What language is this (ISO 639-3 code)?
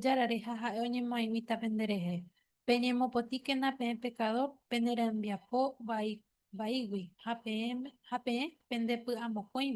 grn